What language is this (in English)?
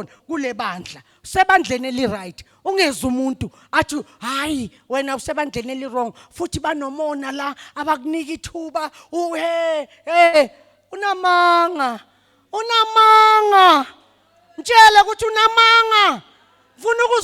Zulu